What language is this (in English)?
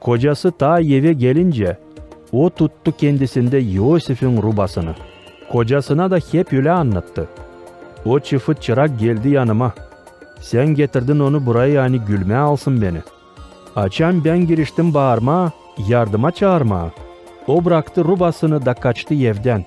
Gagauz